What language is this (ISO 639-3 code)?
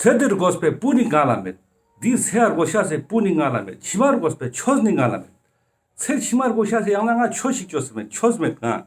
lbj